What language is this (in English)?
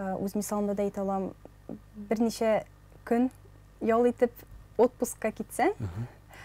Tatar